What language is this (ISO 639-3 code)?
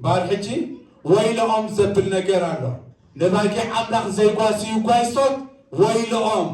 tir